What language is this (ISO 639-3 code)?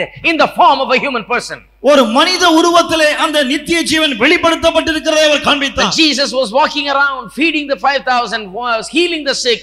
tam